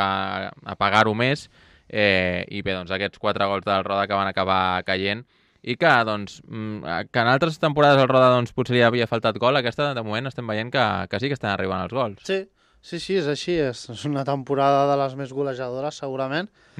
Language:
Catalan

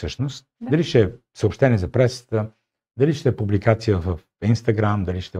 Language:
Bulgarian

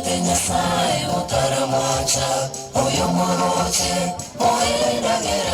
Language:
Gusii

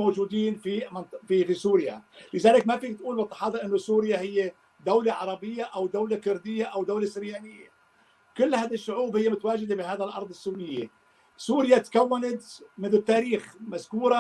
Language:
North Levantine Arabic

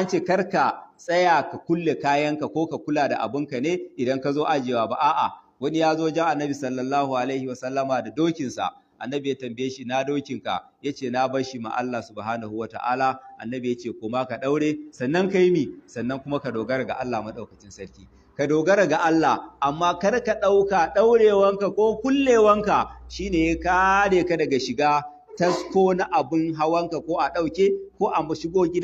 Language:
Hausa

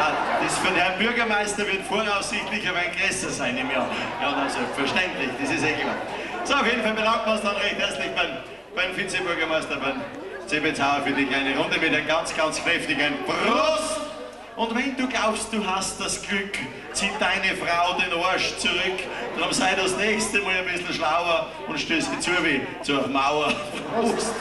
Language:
Bavarian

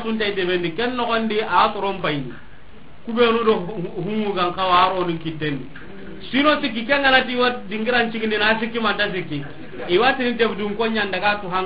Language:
Soninke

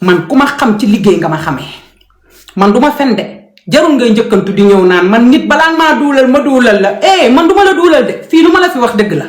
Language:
Wolof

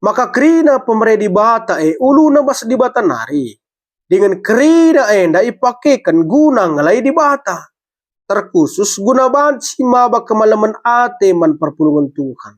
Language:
Batak Karo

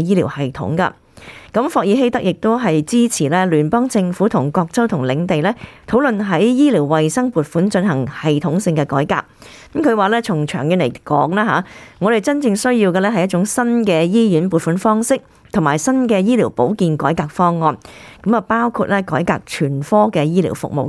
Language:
Cantonese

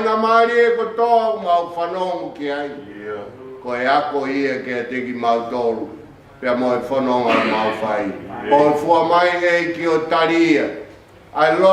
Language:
Tongan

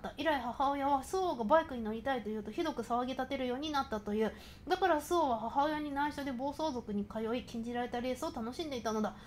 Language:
Japanese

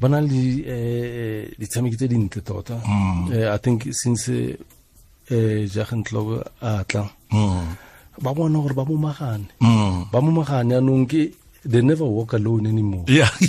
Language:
Tswana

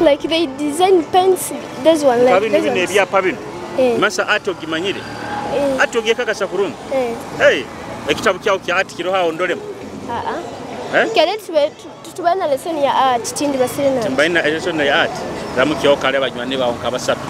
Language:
Nyoro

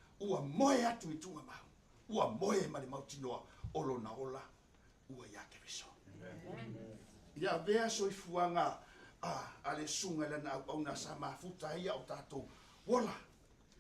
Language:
Samoan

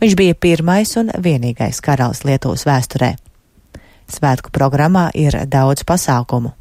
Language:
Latvian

